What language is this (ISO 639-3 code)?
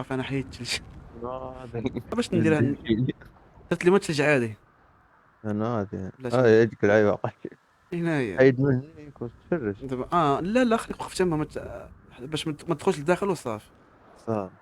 ary